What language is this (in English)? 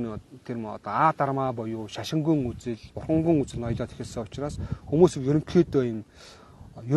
Mongolian